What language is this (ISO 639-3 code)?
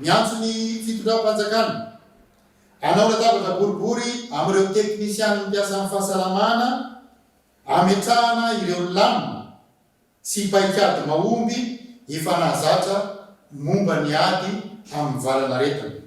mlg